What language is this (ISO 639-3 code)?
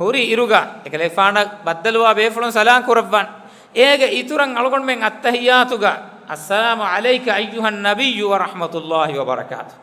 div